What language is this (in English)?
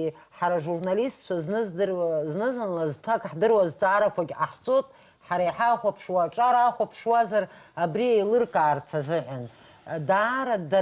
Abkhazian